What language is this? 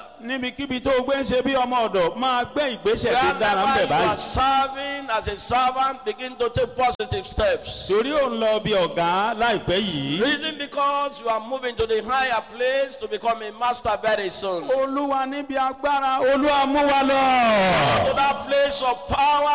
Yoruba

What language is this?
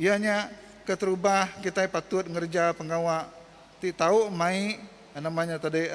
Iban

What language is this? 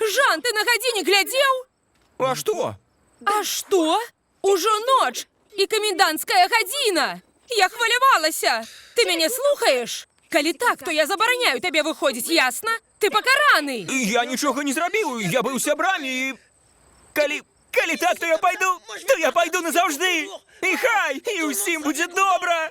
Belarusian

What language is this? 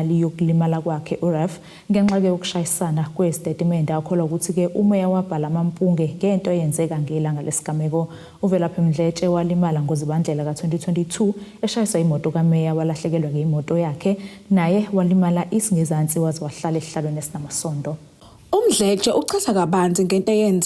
Zulu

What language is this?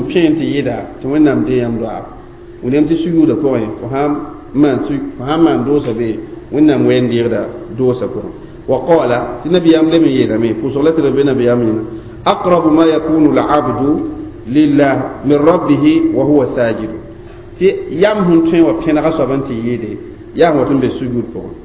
Mossi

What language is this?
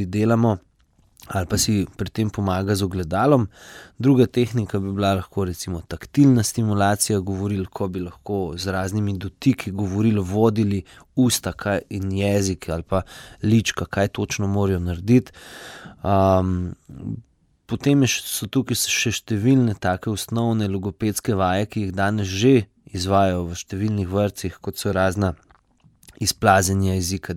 Slovenian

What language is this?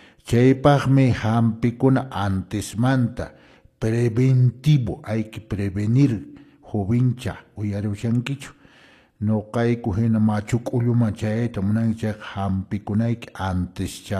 Quechua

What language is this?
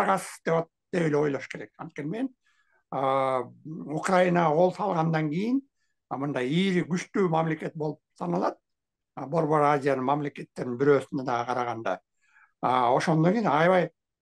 Kyrgyz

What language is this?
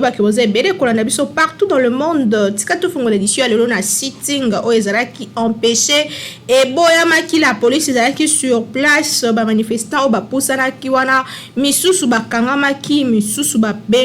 Lingala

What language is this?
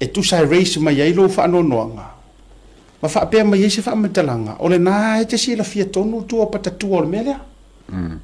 Samoan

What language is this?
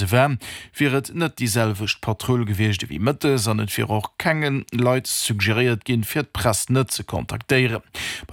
Luxembourgish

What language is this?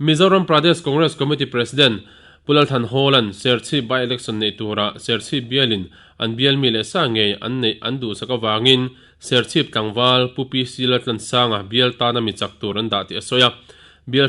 Mizo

